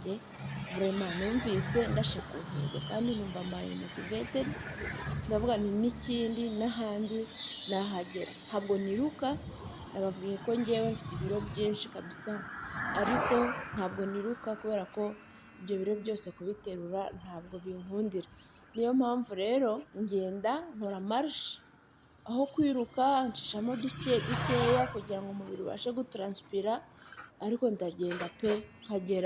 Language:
Kinyarwanda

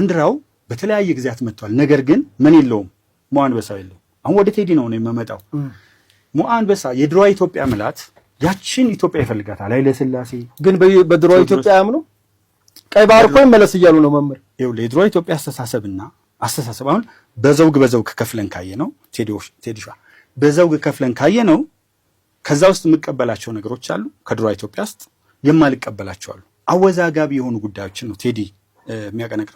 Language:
Amharic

